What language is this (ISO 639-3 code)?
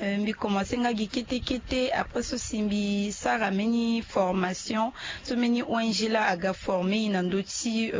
sag